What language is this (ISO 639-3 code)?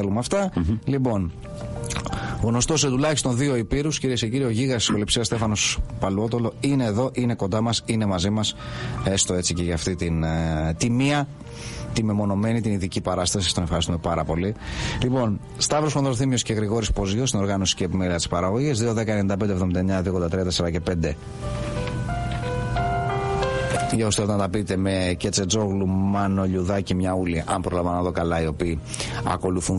ell